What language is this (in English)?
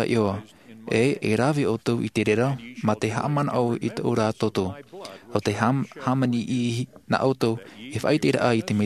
Tahitian